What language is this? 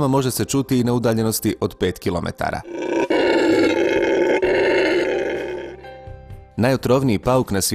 Bosnian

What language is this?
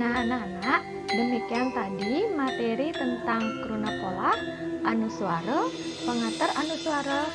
Balinese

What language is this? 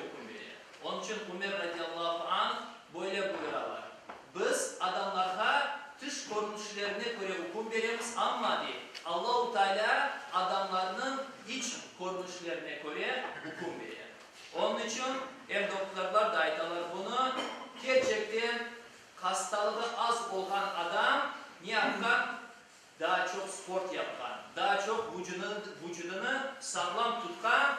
Crimean Tatar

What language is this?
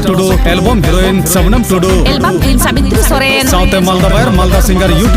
Santali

